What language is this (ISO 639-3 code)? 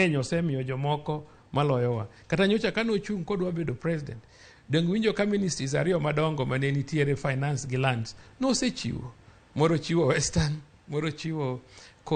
luo